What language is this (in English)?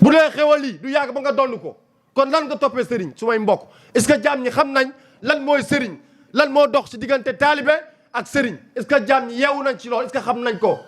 Wolof